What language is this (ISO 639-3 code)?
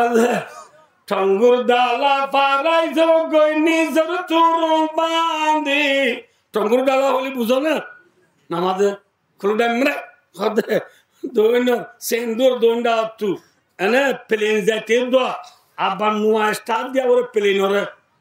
rhg